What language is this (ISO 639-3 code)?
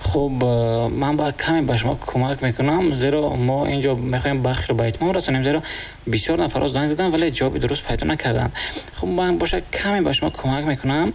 tgk